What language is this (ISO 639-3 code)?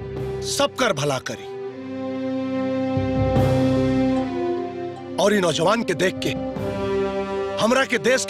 bho